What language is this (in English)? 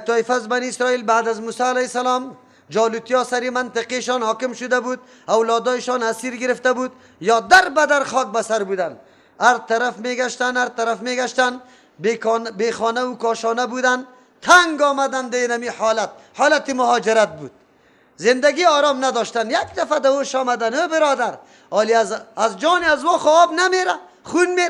Persian